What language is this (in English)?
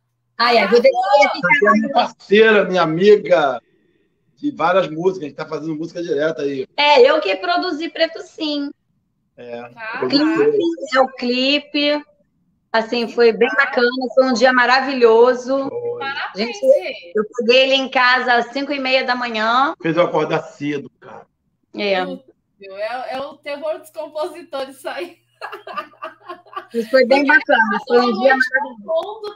Portuguese